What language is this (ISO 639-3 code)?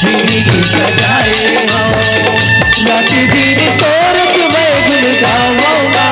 hne